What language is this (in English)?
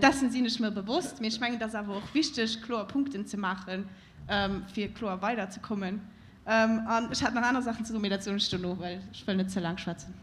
Luxembourgish